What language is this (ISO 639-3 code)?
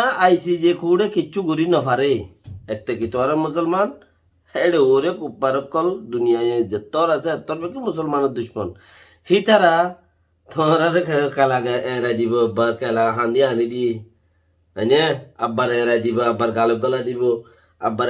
rhg